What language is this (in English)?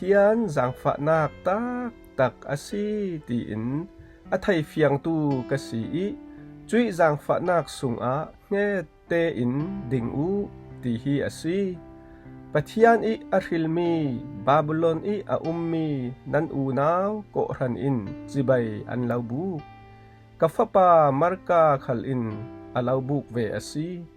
Falam Chin